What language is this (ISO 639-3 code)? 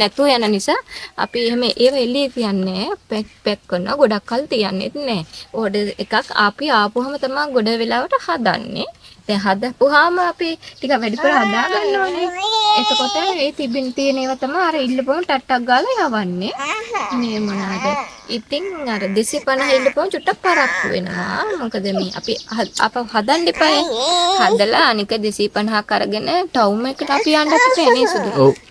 sin